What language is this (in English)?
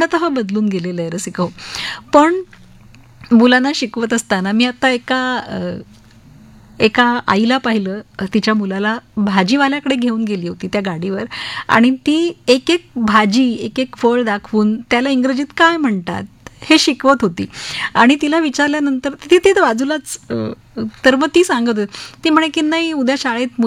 Marathi